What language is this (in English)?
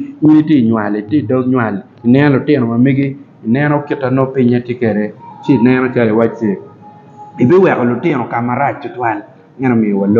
Acoli